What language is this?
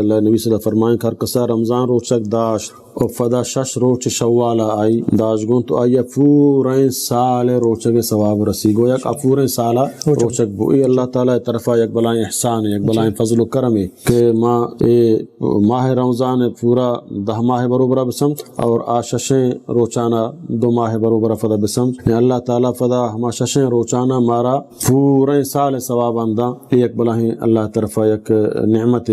Baluchi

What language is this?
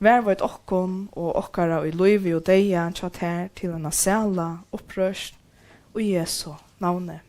Faroese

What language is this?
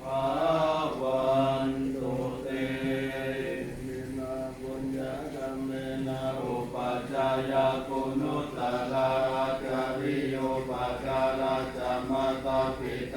Pali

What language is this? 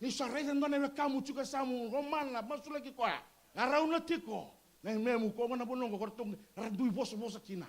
Fijian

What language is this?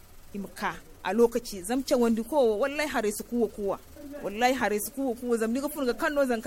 Zarma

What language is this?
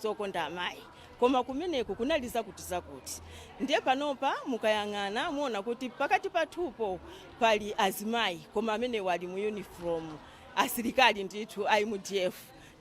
Nyanja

